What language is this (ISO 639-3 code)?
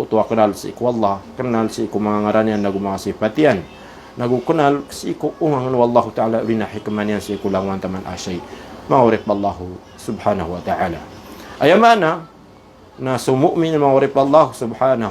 mrw